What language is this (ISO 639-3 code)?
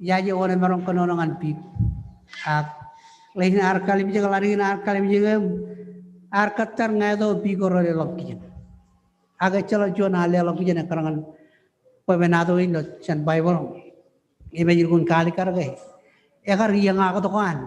mah